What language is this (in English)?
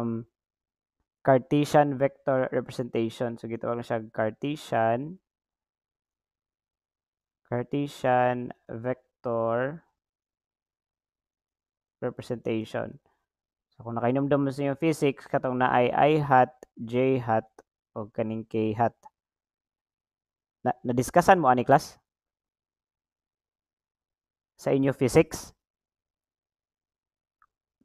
Cebuano